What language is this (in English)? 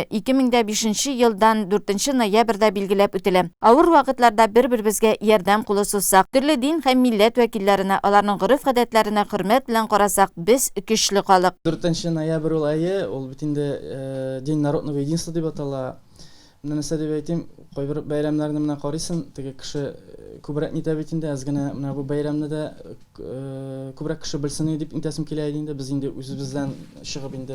Tatar